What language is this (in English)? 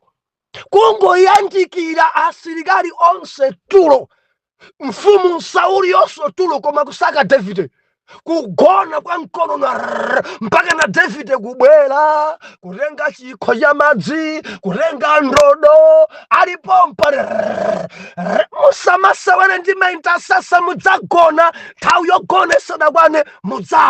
Nyanja